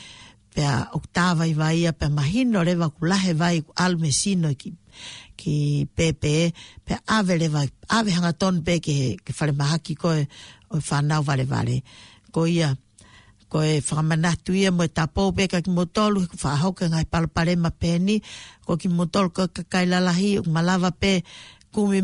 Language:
Tongan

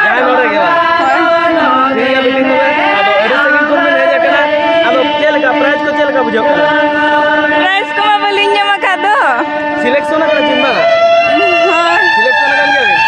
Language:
Santali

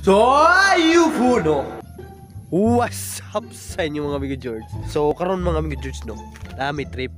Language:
Cebuano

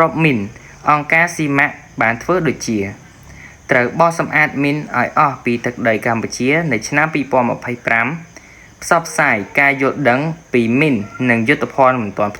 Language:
Khmer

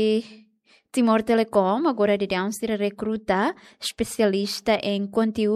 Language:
Tetum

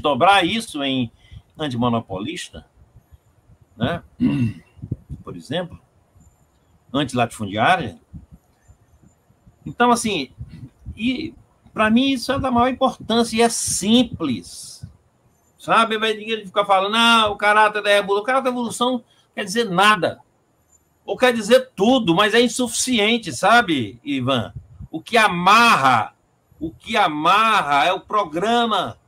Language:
Portuguese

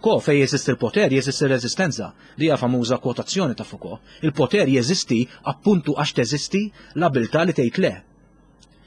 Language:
Maltese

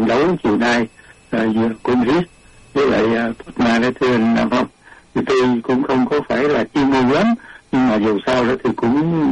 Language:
Vietnamese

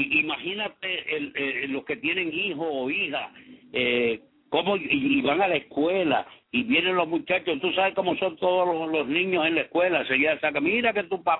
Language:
Spanish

